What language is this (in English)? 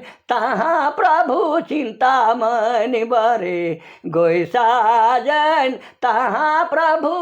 Sadri